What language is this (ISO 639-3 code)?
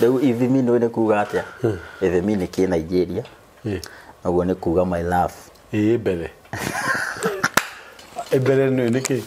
kik